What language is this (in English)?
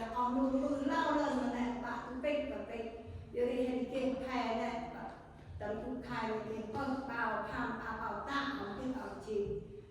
Central Mnong